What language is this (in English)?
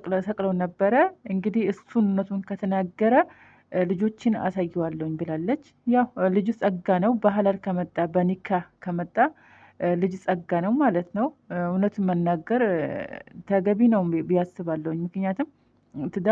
Amharic